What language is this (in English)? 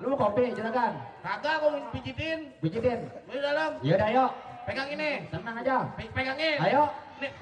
Betawi